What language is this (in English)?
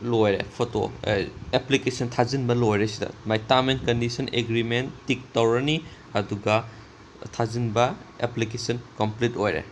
Manipuri